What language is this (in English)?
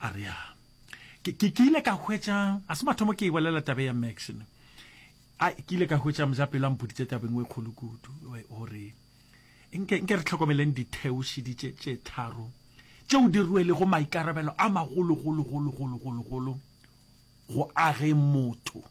Northern Sotho